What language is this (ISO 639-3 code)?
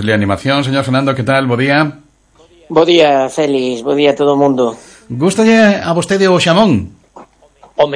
glg